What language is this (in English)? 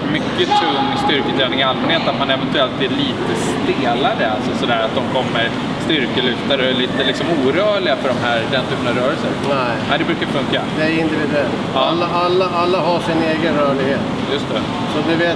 Swedish